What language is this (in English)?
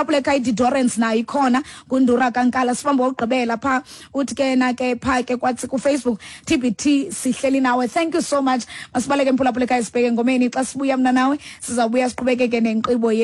Xhosa